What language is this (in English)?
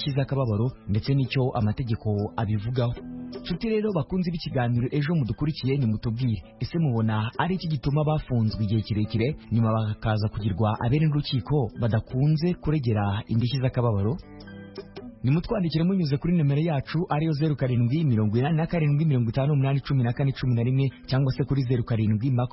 Kinyarwanda